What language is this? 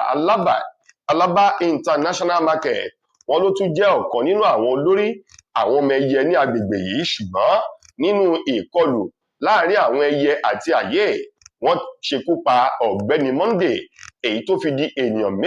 Yoruba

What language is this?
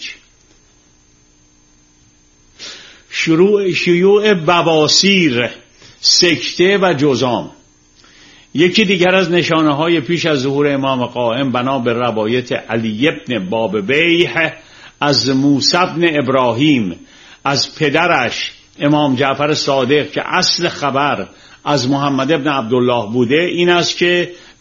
Persian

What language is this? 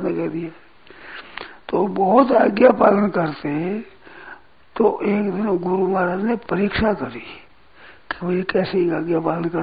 Hindi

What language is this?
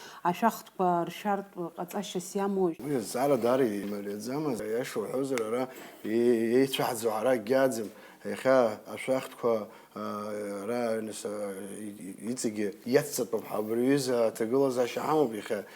Abkhazian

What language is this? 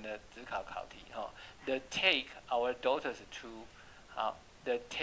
Chinese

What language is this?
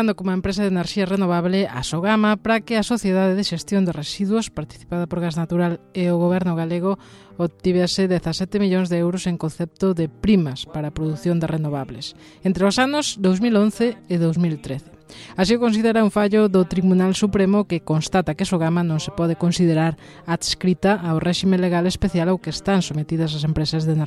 Galician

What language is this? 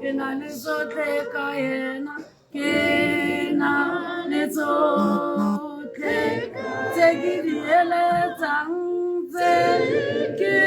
Tswana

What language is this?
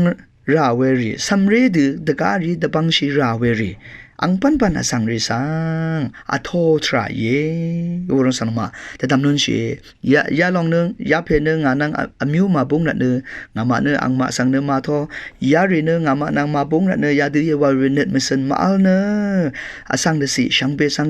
Rawang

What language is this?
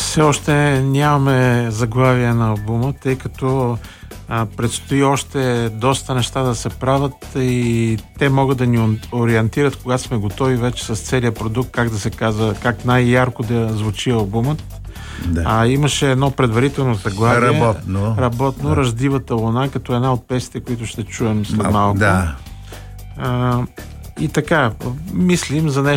Bulgarian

